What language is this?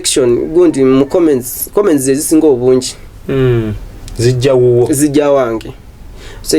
Ganda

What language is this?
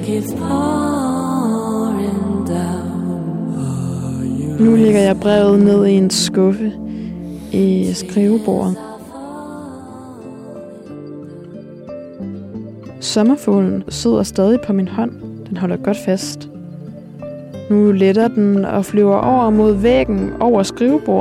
Danish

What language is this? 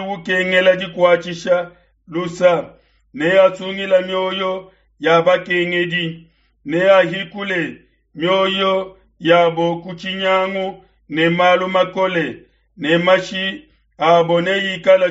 Luba-Lulua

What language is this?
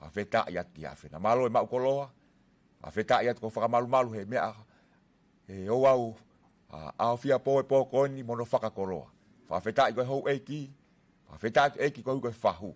Tongan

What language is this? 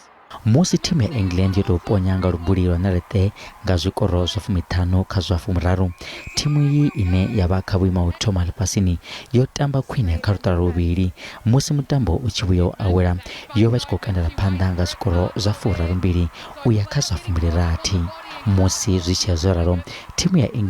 Venda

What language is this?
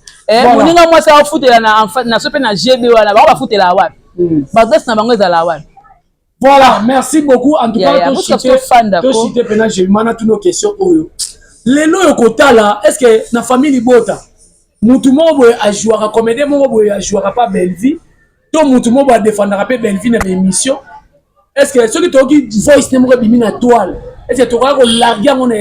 Lingala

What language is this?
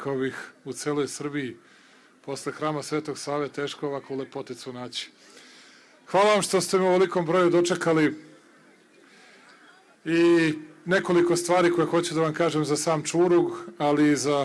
Serbian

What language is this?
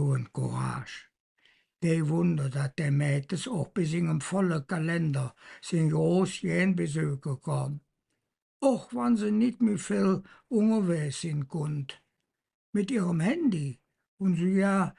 Colognian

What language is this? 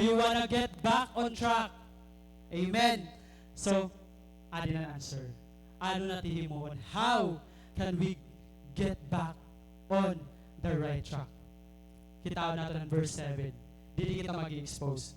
Waray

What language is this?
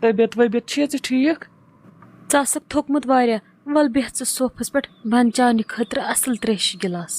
Kashmiri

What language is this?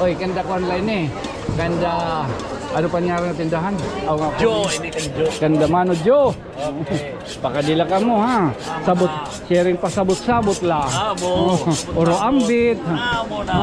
Waray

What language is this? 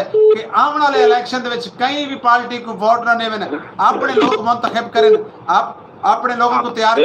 Saraiki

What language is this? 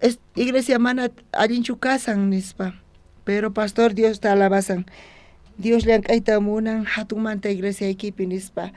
South Bolivian Quechua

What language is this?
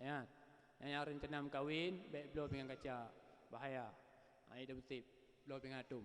Achinese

